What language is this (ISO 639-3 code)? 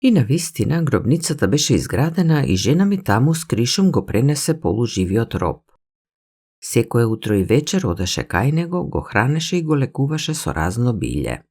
mkd